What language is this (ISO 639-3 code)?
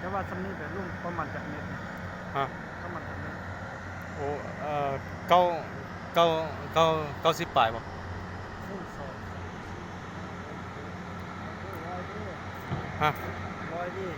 lao